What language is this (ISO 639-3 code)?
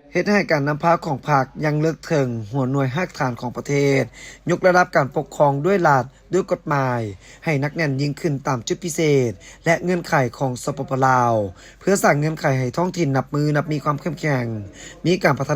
lao